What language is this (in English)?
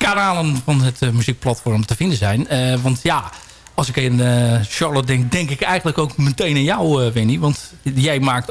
Dutch